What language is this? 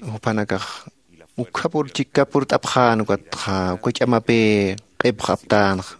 Aymara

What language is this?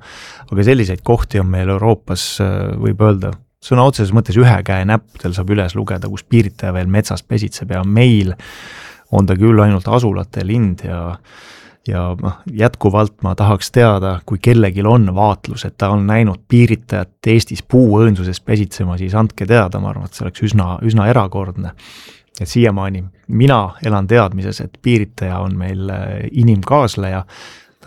Estonian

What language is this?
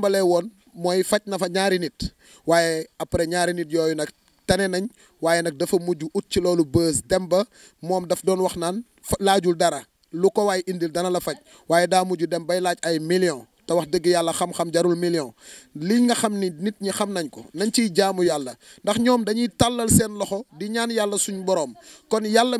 Wolof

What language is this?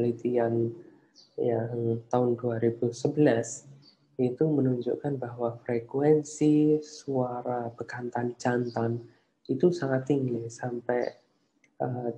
Indonesian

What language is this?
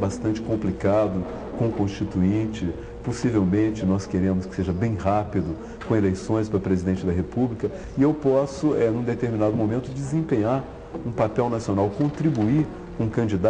Portuguese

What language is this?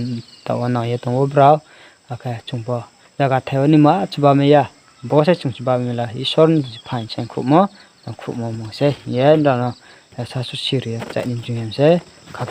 Riang (India)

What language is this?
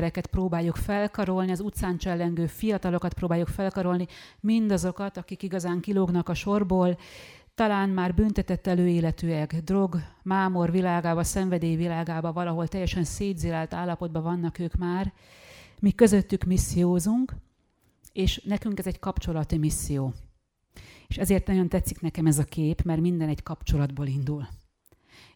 Hungarian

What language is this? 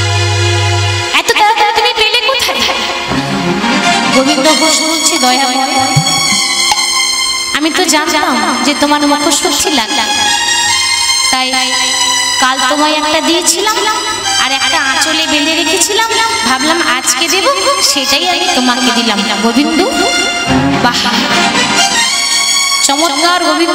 Bangla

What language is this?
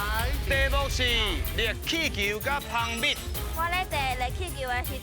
Min Nan Chinese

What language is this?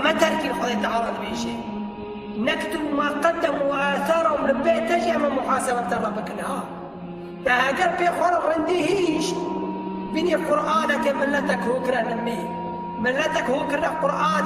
Kurdish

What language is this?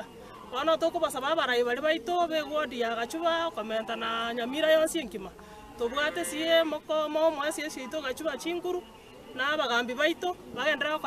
Gusii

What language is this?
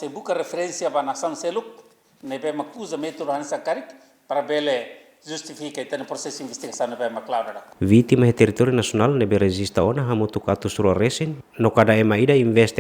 Tetum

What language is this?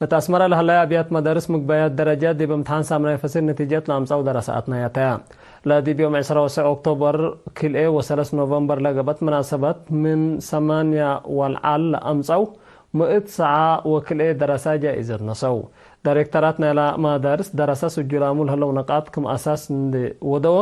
Tigre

